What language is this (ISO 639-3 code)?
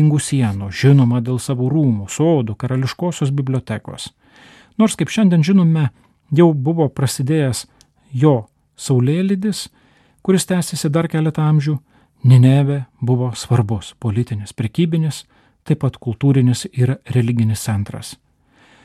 lit